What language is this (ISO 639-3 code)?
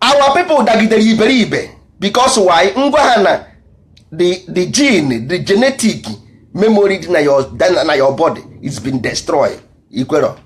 ibo